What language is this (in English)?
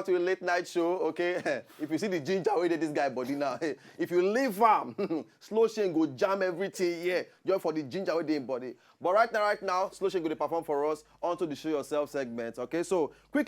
Nigerian Pidgin